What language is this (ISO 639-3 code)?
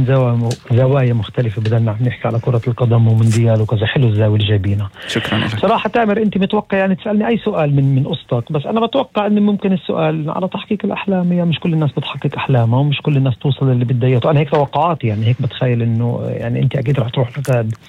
apc